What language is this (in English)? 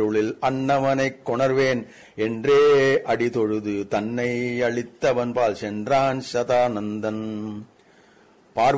Tamil